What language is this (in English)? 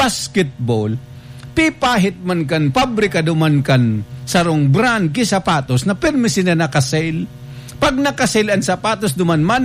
Bikol